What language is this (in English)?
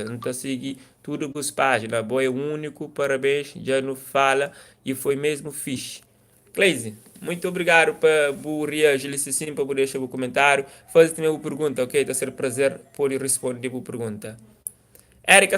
Kabuverdianu